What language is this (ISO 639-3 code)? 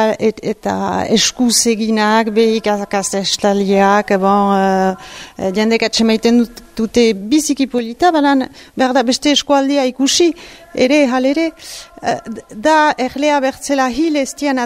eus